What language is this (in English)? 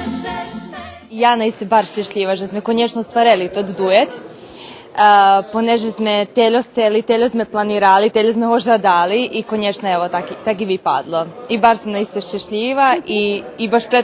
Rusyn